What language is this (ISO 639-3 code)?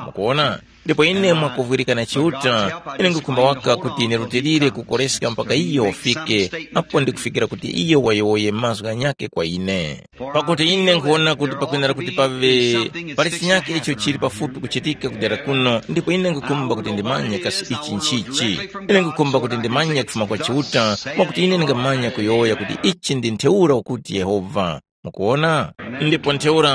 tum